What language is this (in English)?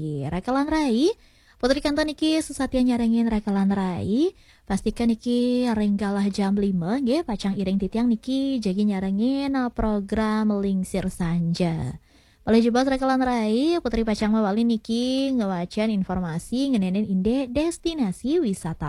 Balinese